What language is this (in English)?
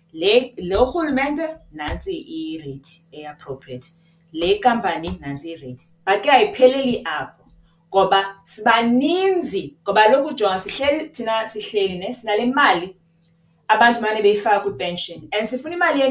Xhosa